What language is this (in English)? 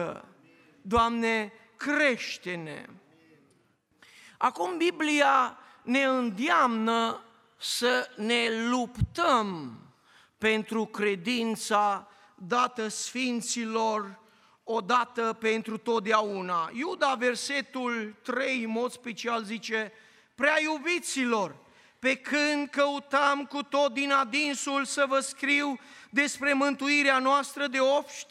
Romanian